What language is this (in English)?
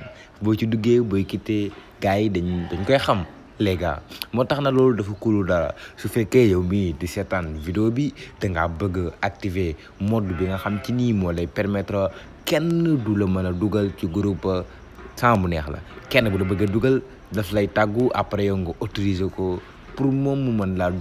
Wolof